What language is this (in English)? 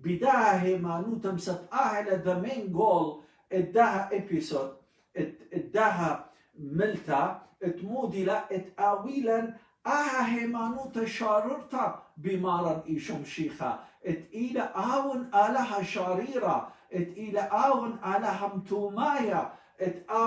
Assyrian Neo-Aramaic